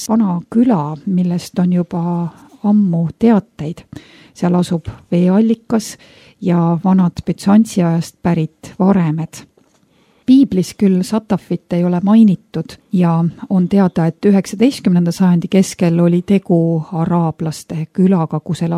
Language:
Estonian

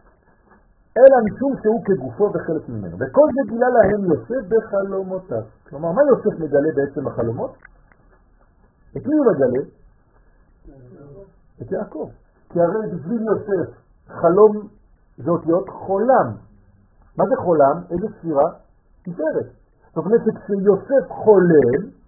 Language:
Hebrew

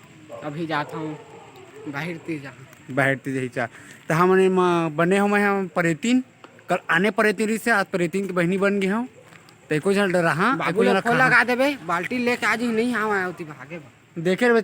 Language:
Chhattisgarhi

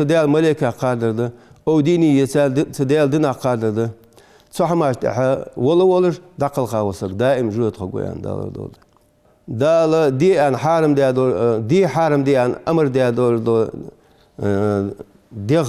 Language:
Ingush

